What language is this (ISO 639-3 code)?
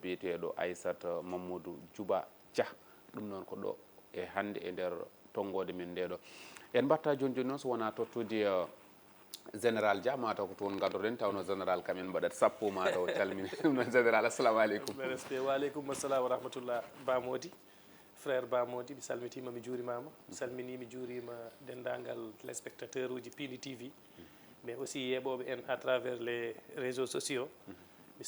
ful